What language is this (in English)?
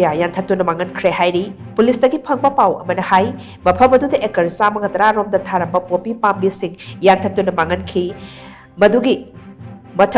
Manipuri